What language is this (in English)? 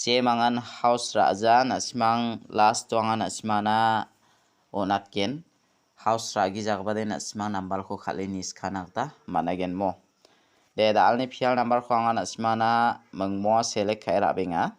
Garo